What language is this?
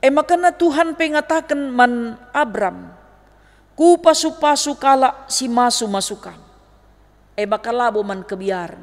Batak Karo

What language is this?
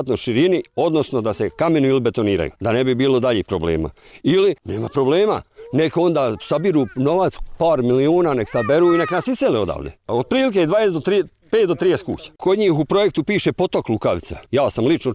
Bosnian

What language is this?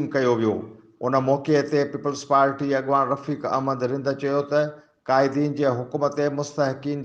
Sindhi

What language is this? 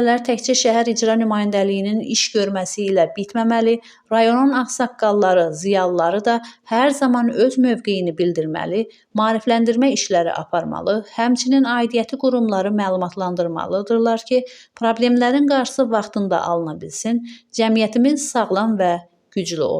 Azerbaijani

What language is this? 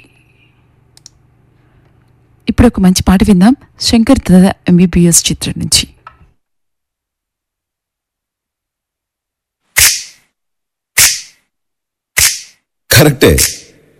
Telugu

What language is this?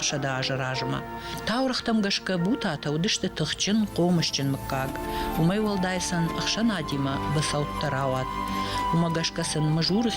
Ossetic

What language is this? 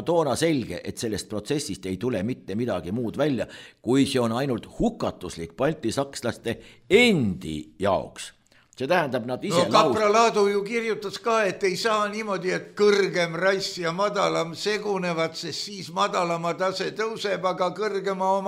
Estonian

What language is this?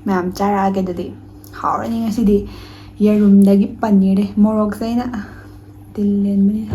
Manipuri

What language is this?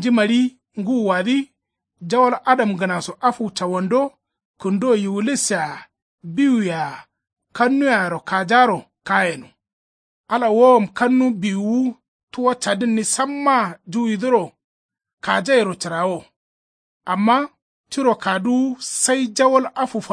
Kanuri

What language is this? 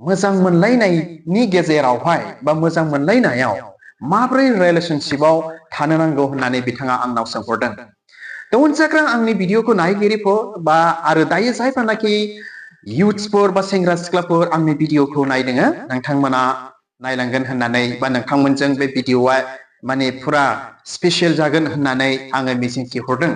Bodo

